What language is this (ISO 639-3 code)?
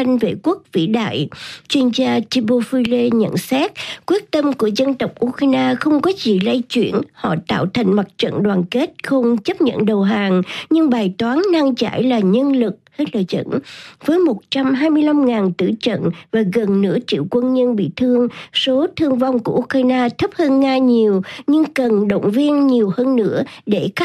vie